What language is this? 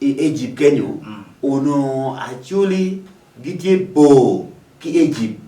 Acoli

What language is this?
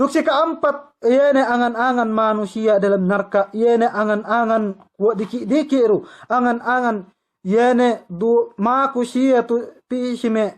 Yakan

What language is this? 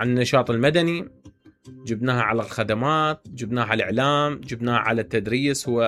Mesopotamian Arabic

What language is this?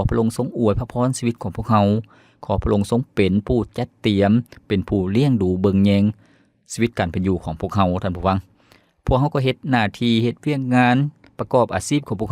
Lao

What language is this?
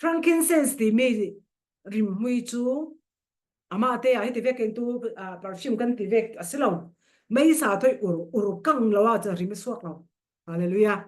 Falam Chin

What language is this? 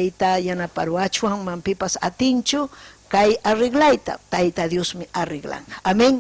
Ayacucho Quechua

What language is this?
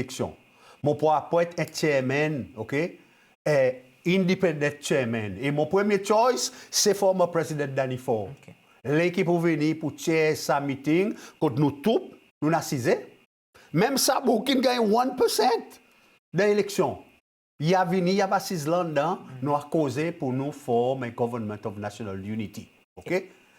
Seselwa Creole French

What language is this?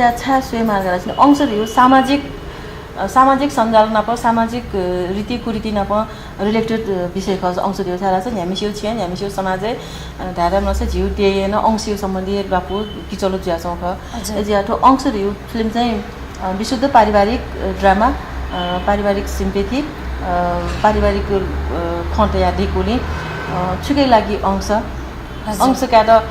Newari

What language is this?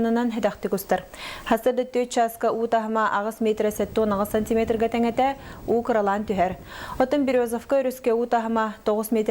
Yakut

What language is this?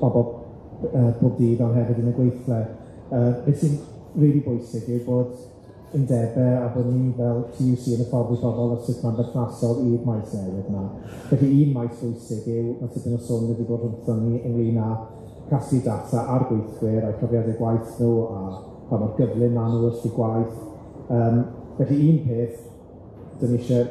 Welsh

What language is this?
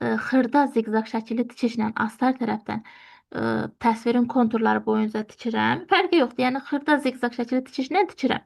Azerbaijani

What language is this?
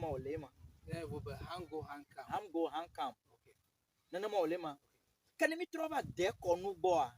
Ewe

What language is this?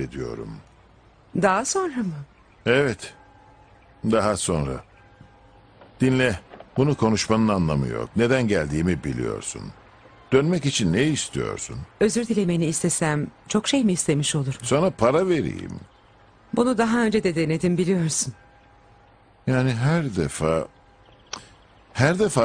Turkish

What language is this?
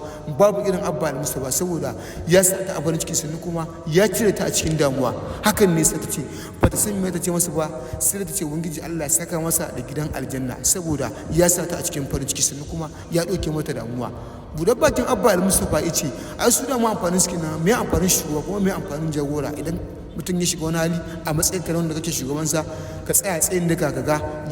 Hausa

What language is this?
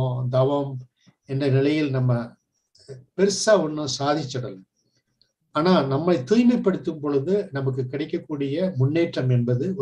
Tamil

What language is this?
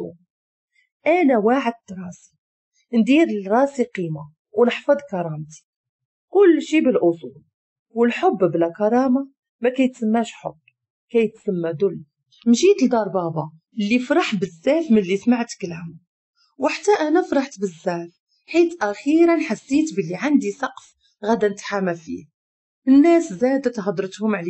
Moroccan Arabic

